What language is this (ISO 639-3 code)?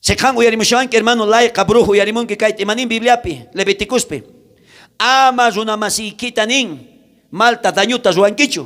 quh